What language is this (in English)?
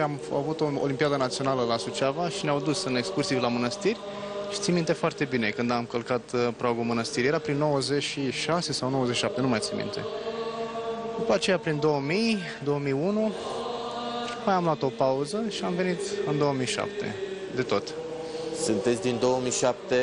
Romanian